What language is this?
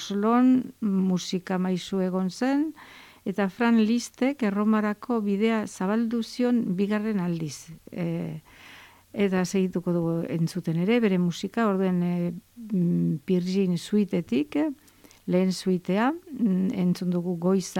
Basque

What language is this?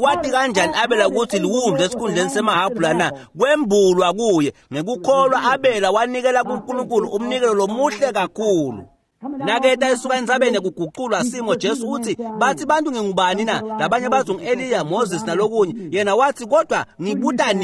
Swati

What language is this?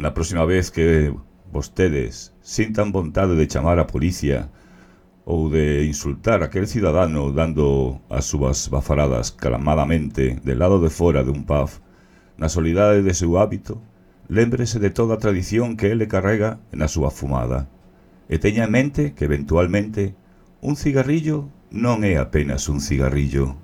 Galician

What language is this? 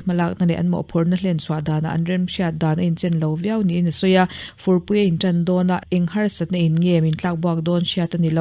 Mizo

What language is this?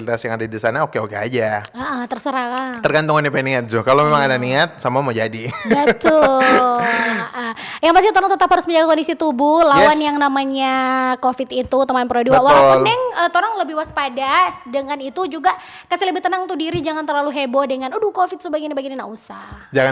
Manado Malay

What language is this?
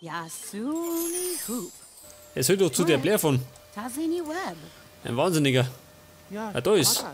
Bavarian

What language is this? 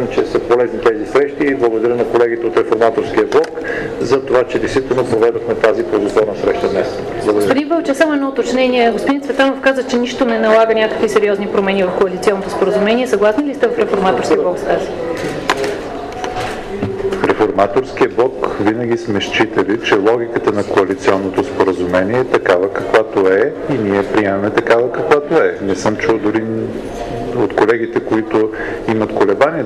Bulgarian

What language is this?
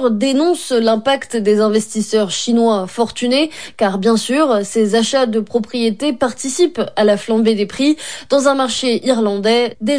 French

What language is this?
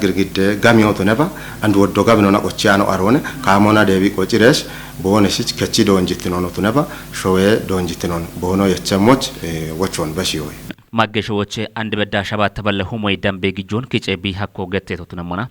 Kafa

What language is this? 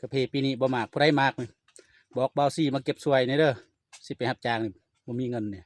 Lao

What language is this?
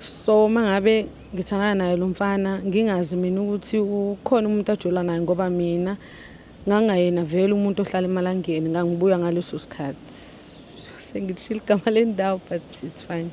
Zulu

